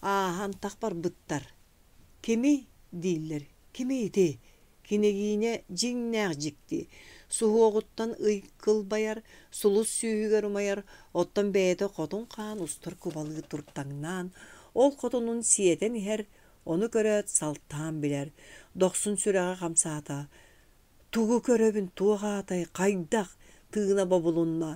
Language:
Yakut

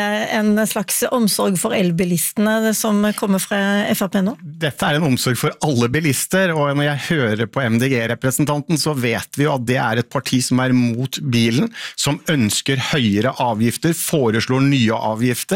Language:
Norwegian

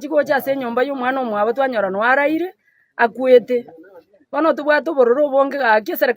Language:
Gusii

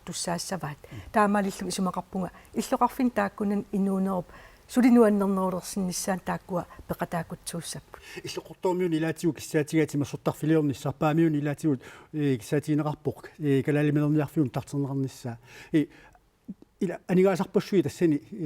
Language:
Kalaallisut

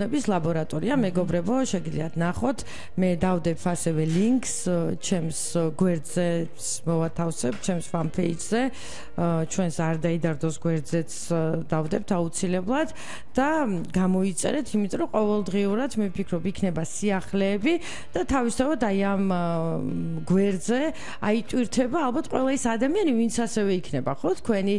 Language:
Georgian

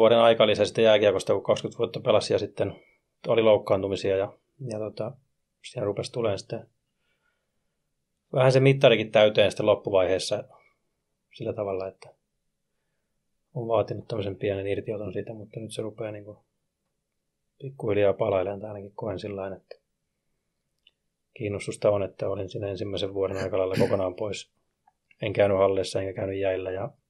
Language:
Finnish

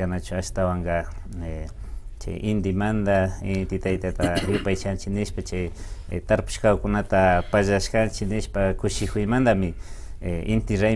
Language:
Imbabura Highland Quichua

